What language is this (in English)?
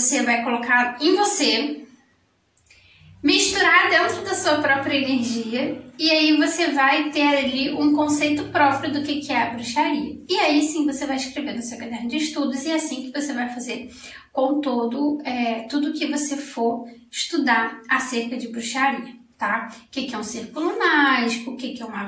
Portuguese